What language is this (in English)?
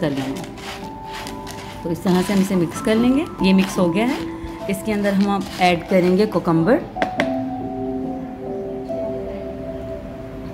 Hindi